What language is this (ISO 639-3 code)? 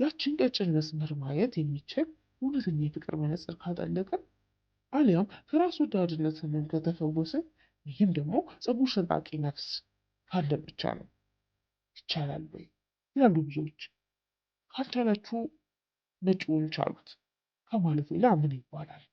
amh